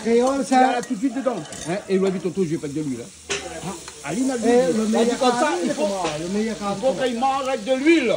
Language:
Réunion Creole French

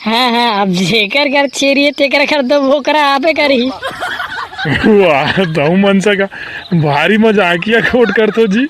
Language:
Chhattisgarhi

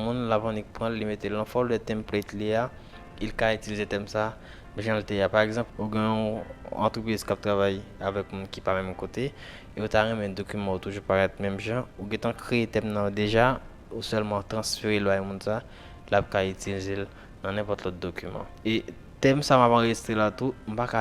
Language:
Haitian Creole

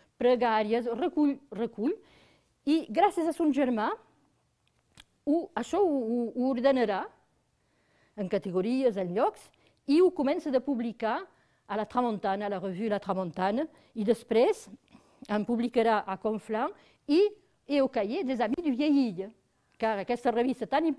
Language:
Catalan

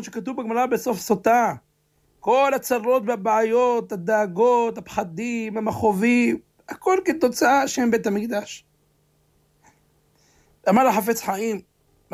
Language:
Hebrew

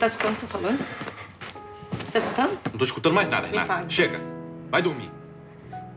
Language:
Portuguese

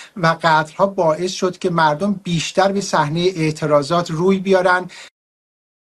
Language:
Persian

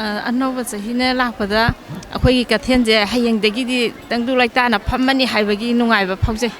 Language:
Manipuri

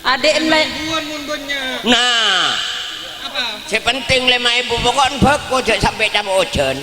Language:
Madurese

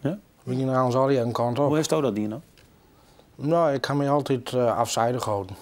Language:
Western Frisian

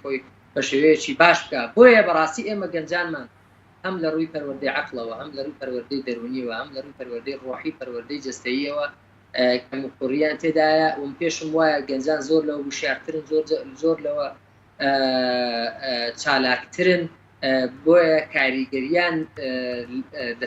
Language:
Central Kurdish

